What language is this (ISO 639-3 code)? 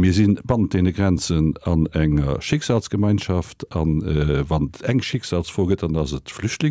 ltz